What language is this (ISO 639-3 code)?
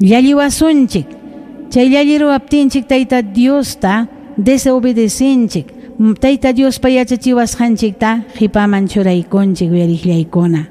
quy